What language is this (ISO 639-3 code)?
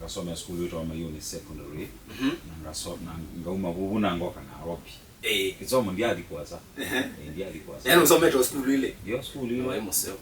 kam